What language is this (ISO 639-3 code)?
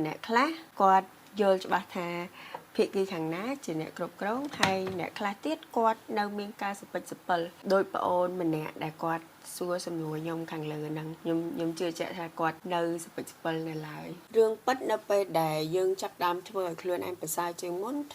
khm